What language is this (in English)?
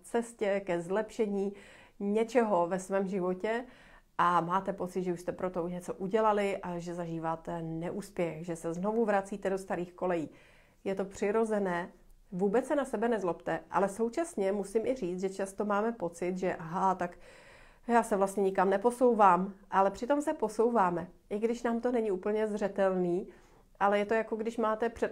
Czech